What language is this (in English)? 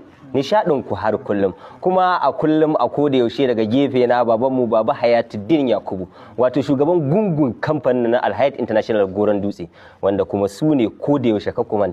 Hausa